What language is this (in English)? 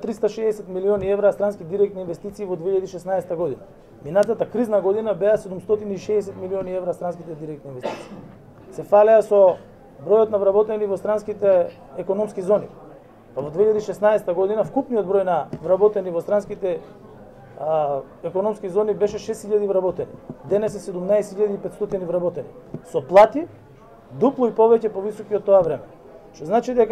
Macedonian